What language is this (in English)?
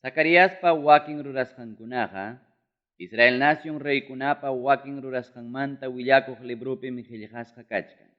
Ayacucho Quechua